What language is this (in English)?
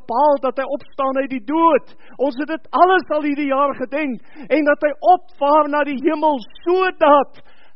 Afrikaans